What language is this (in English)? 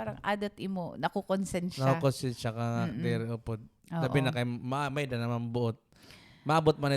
Waray